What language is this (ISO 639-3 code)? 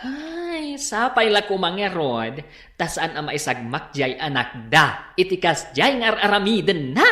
ilo